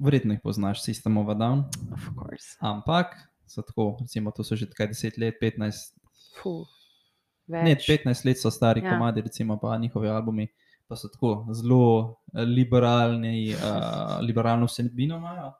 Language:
Slovenian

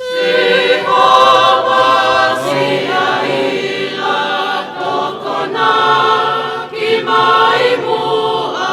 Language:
Tongan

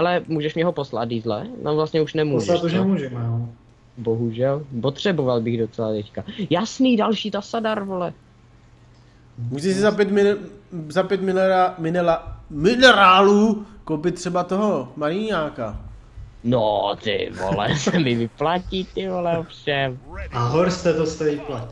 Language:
Czech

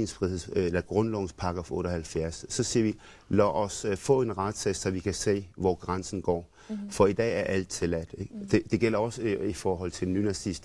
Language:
Danish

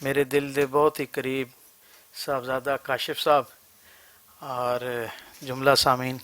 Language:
Western Panjabi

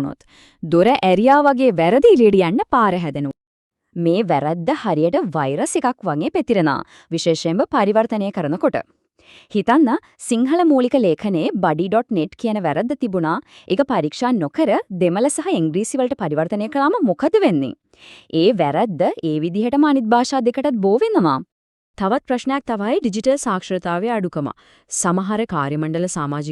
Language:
Sinhala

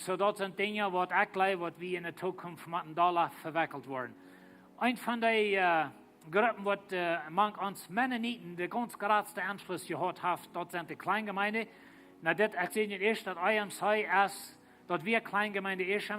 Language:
Plautdietsch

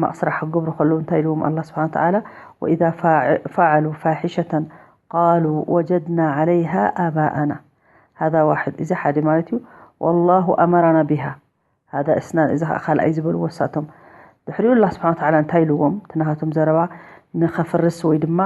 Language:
Tigrinya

